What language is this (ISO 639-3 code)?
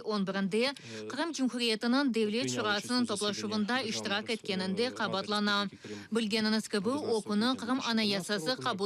crh